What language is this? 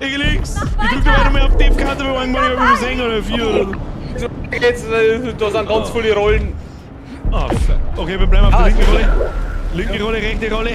Bavarian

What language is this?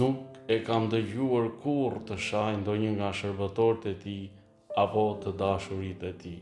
Albanian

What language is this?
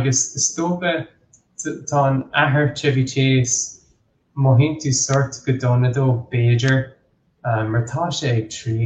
Irish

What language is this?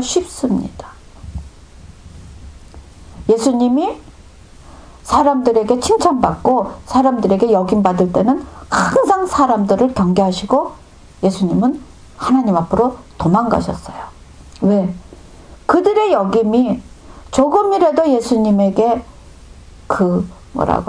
Korean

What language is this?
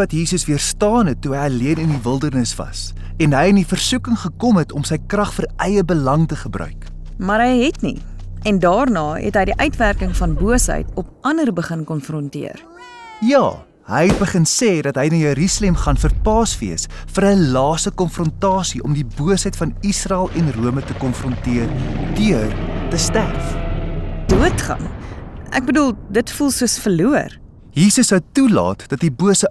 Afrikaans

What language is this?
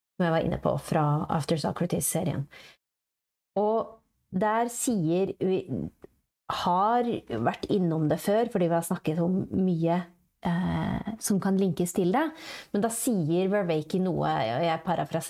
Norwegian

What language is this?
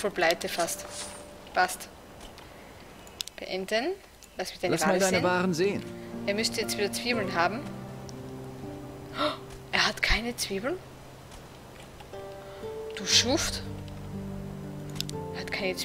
German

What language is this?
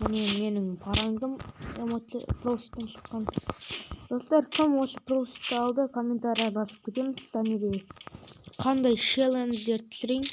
Kazakh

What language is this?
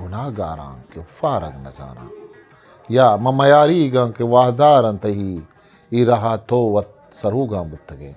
Eastern Balochi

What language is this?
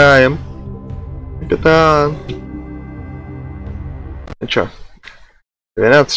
Russian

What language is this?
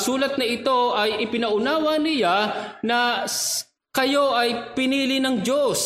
Filipino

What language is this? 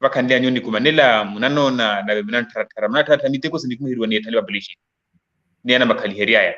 Makhuwa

